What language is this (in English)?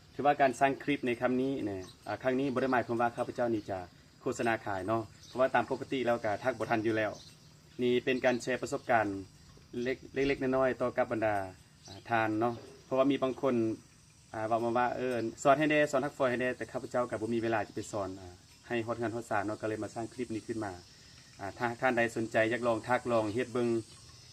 Lao